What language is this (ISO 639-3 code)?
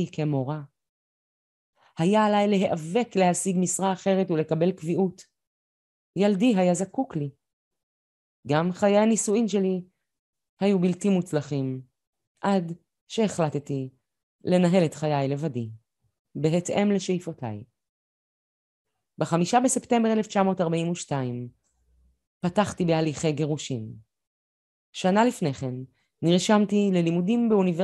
heb